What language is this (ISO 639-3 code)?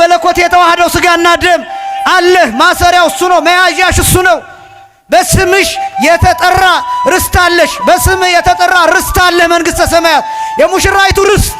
amh